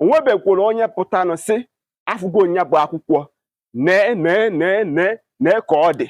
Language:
Igbo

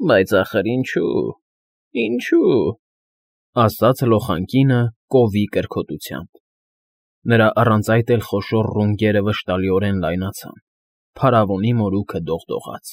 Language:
Armenian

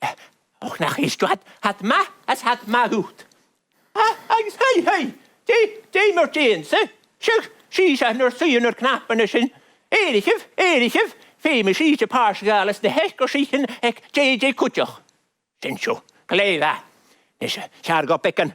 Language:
Scottish Gaelic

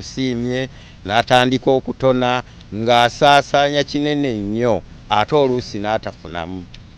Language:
Ganda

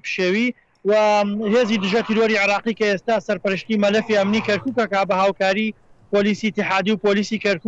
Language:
Central Kurdish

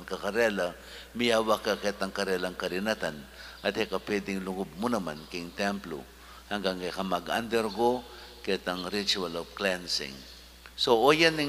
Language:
Pampanga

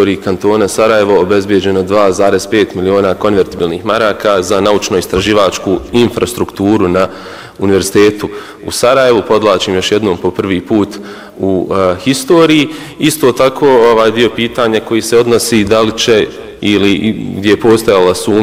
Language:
Bosnian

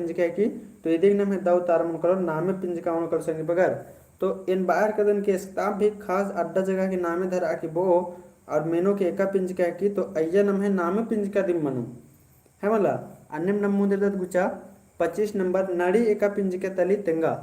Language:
Kurukh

